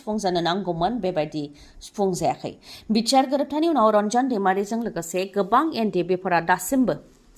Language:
Bodo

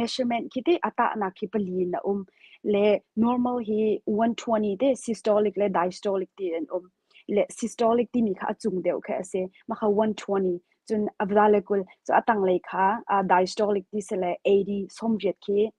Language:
Hakha Chin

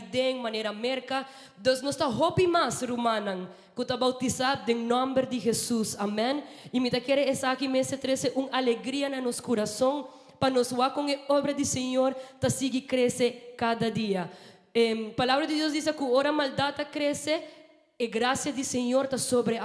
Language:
Papiamento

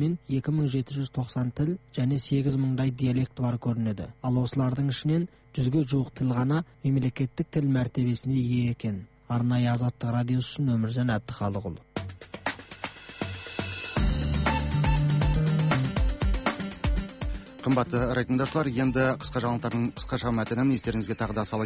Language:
Kazakh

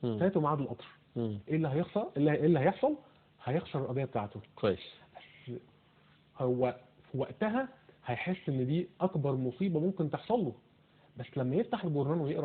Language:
Egyptian Arabic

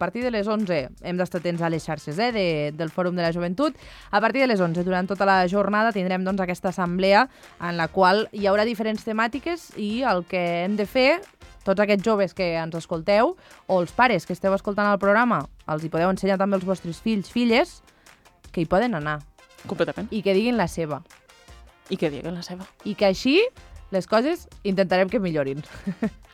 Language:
Catalan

